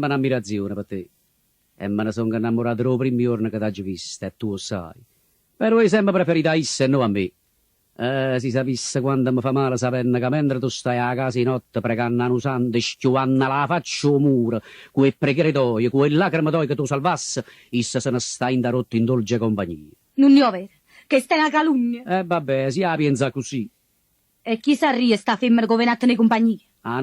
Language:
Neapolitan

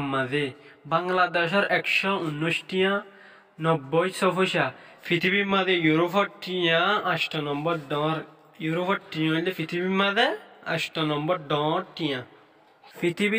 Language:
Rohingya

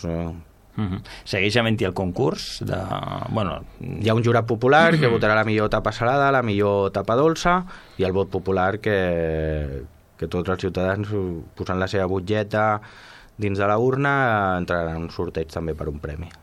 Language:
Catalan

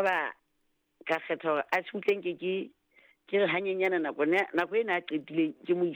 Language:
Southern Sotho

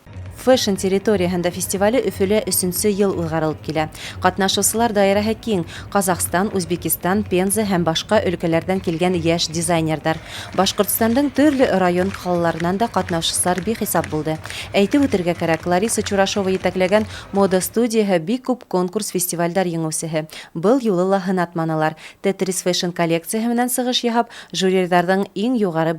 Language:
Bashkir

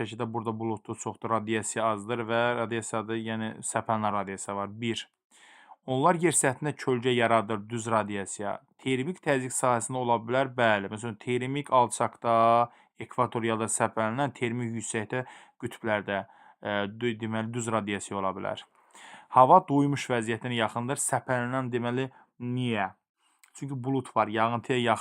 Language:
Azerbaijani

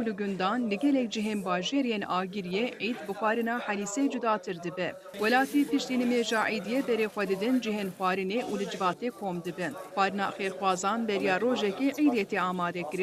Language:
Kurdish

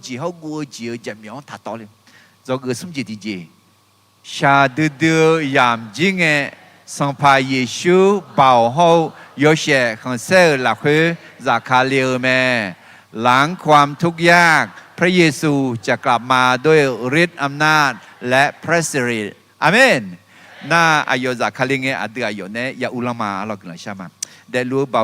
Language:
Akha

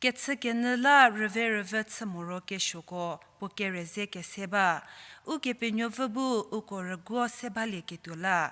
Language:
Angami Naga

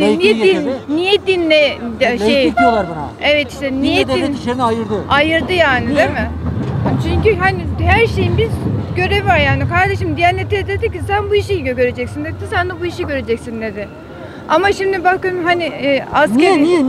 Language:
Turkish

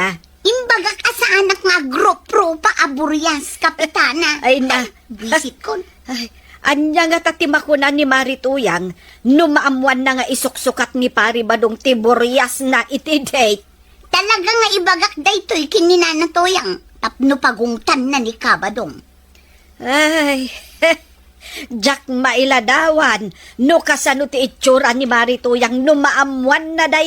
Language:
Iloko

